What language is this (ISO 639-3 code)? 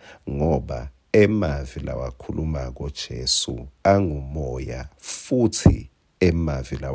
ssw